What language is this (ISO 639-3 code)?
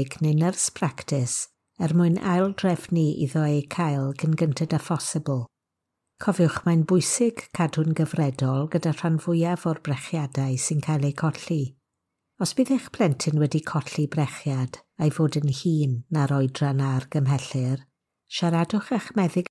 cym